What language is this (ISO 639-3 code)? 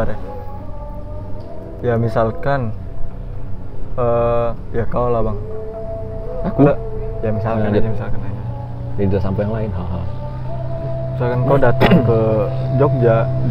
ind